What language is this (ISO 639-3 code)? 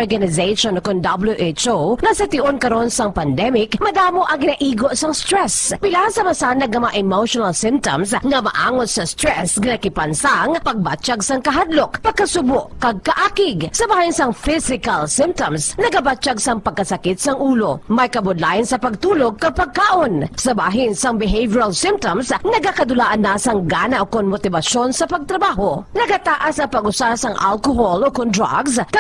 hil